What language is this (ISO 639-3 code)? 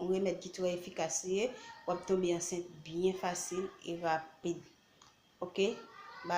hat